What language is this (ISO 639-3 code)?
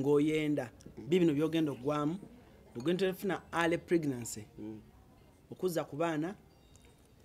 lug